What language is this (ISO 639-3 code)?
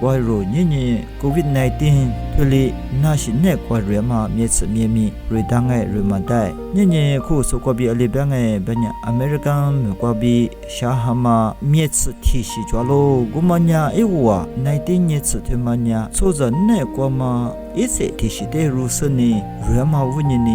lis